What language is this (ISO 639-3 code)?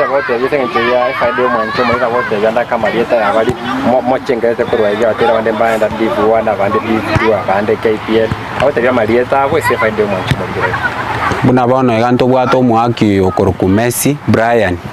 guz